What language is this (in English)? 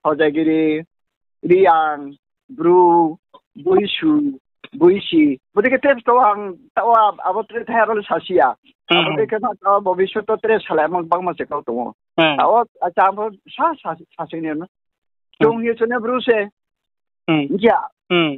Riang (India)